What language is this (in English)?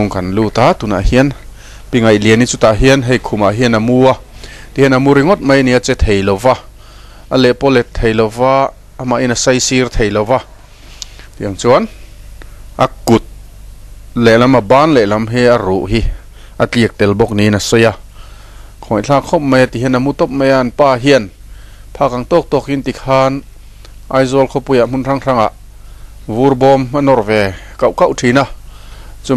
Mizo